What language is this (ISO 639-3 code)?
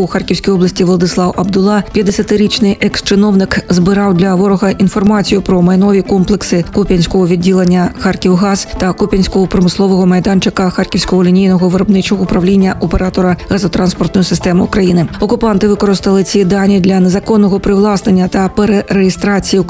ukr